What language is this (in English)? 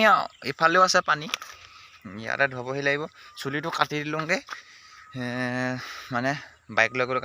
Assamese